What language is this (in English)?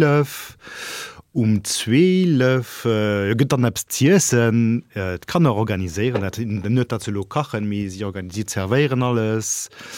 Luxembourgish